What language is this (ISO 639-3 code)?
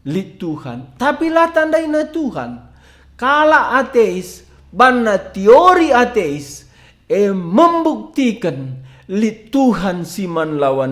btx